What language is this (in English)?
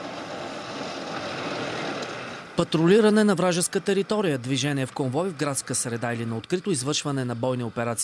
Bulgarian